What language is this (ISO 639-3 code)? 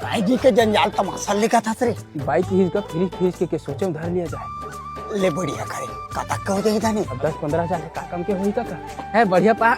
hne